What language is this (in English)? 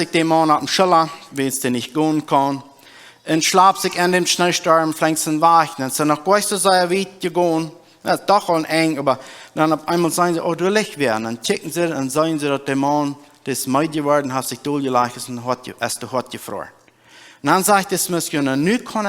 Plautdietsch